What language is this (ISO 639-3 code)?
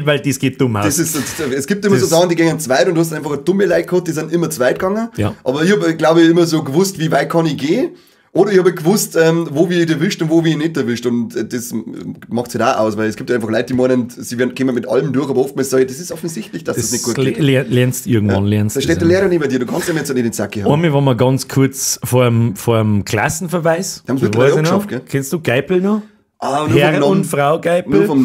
bar